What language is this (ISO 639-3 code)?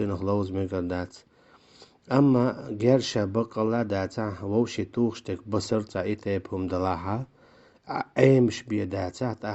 che